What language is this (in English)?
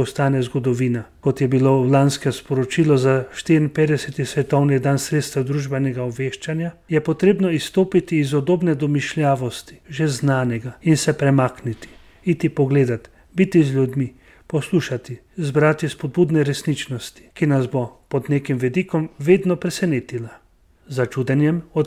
Slovenian